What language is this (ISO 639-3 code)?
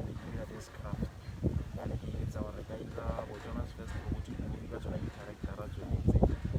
tsn